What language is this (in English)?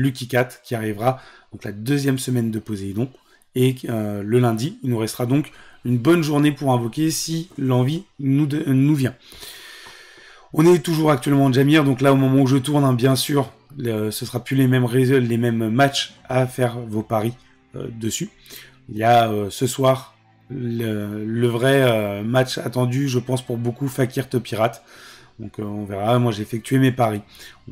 French